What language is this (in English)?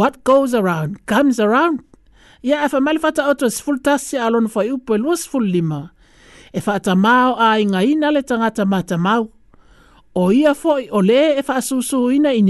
Samoan